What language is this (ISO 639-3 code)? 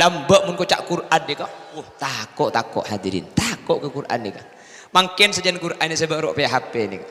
mad